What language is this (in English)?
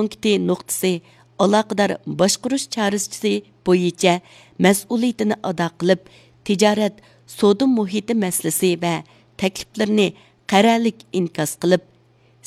Uyghur